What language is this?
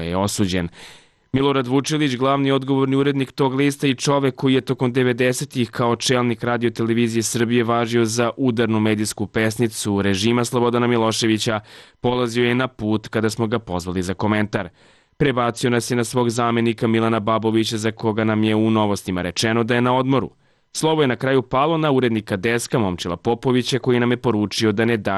Serbian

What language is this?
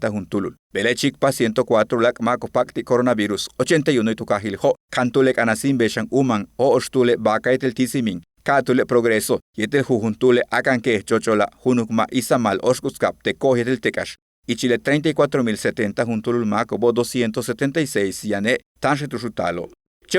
Yucateco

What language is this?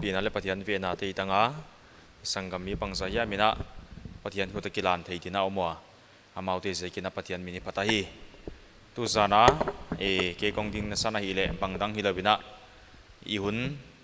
Paite Chin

